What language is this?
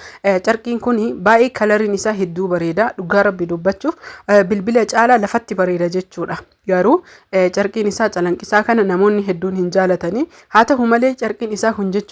Oromo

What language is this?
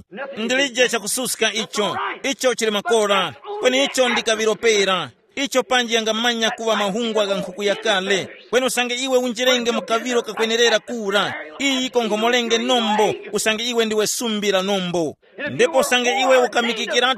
Tumbuka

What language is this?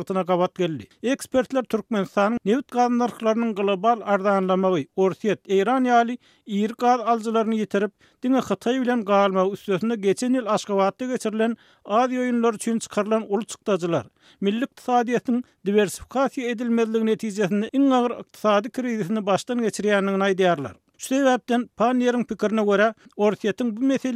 Turkmen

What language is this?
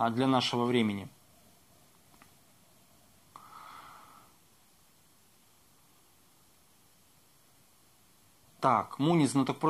Russian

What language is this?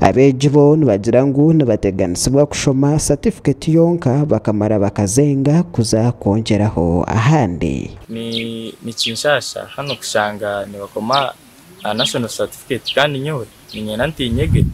Nyankole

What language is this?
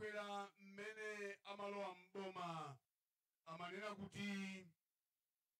Nyanja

